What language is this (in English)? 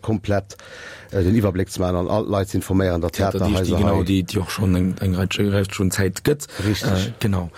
Luxembourgish